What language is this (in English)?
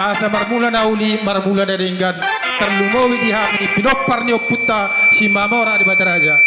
Batak Toba